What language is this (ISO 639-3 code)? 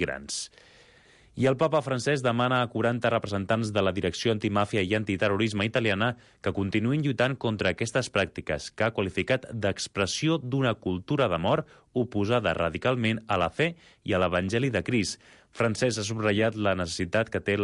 cat